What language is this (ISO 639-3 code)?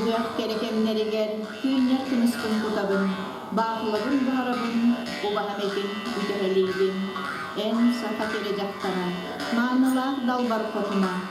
sah